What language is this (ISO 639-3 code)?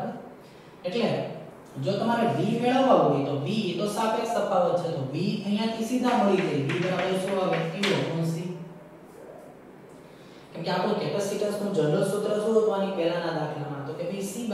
guj